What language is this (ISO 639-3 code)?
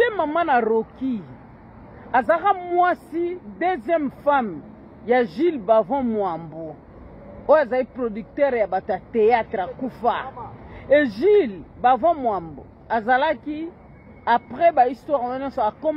lin